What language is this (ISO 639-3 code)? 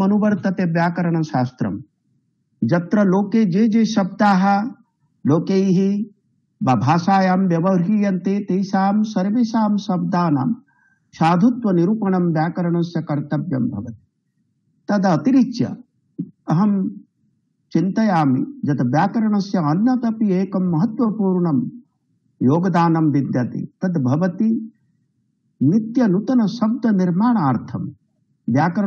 san